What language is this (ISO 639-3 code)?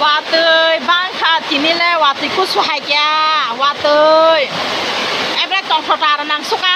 trp